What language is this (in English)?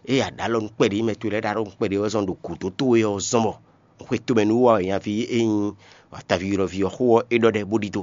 Fon